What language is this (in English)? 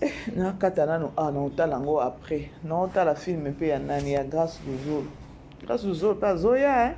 Lingala